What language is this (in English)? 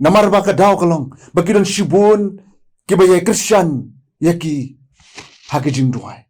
Khasi